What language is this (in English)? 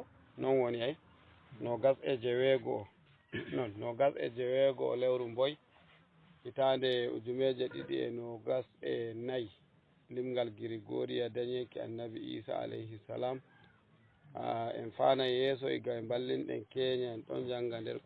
Fula